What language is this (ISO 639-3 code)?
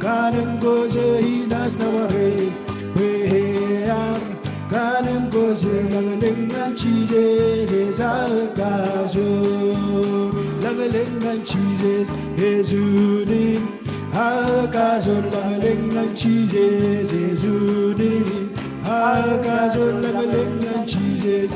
mah